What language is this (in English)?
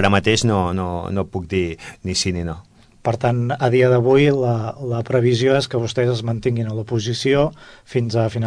Catalan